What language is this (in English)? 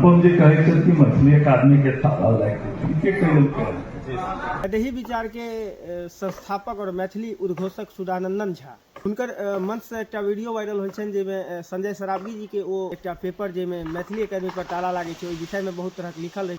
Maithili